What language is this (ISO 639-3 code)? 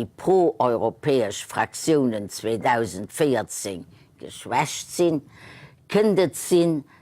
ltz